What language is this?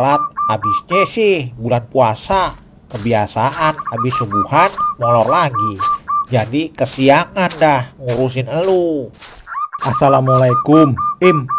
Betawi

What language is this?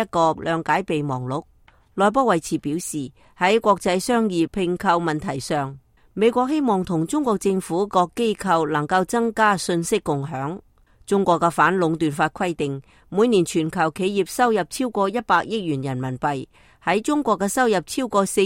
Cantonese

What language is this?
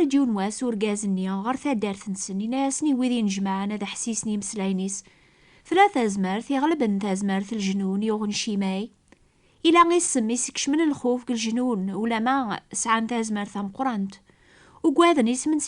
Kabyle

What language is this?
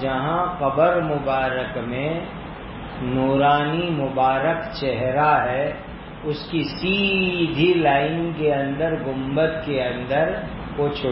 Urdu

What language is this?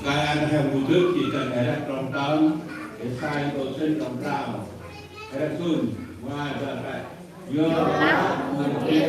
Central Mnong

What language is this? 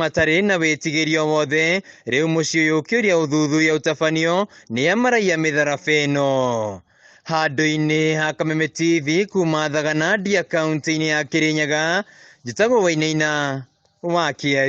Kikuyu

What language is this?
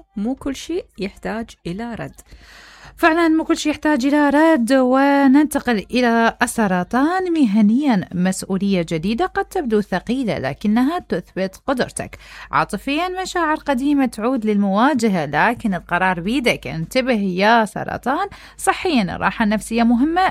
Mesopotamian Arabic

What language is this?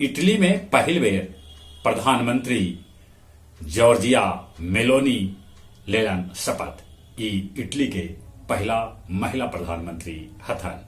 Magahi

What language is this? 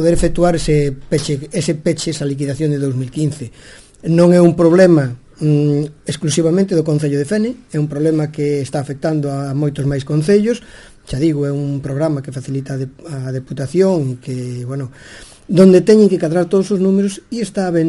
Galician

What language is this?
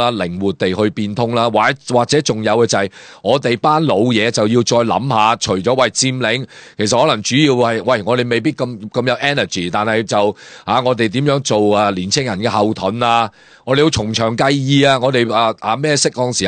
Cantonese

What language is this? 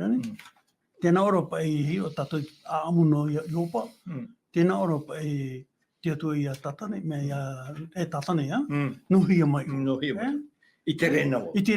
Tahitian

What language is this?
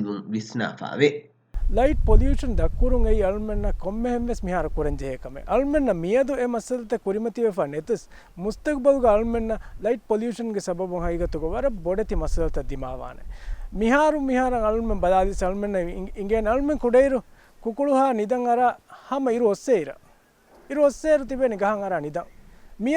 Divehi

